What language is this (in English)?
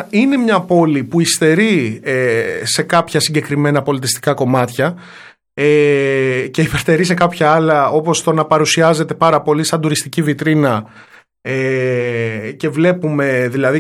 Greek